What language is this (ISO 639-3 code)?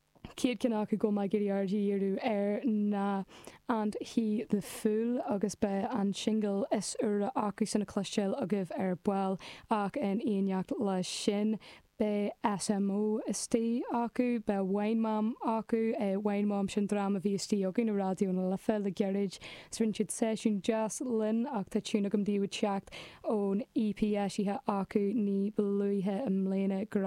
gle